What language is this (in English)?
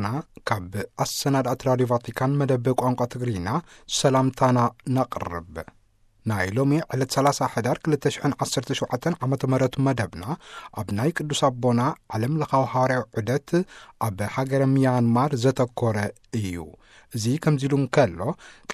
Tigrinya